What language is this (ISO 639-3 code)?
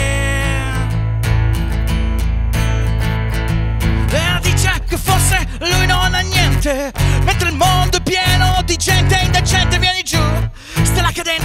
ita